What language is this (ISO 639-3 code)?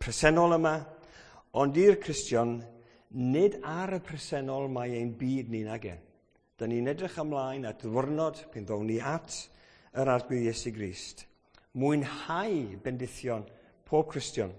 cym